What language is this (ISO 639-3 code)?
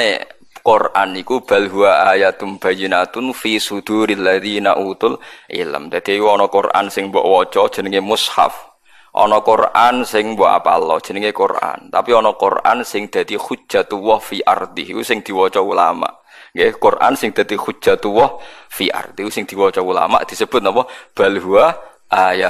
jav